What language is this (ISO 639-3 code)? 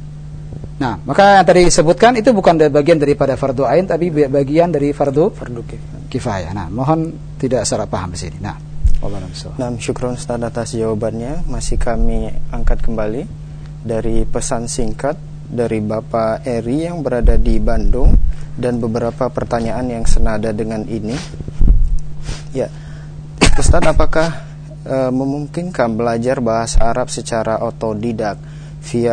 ind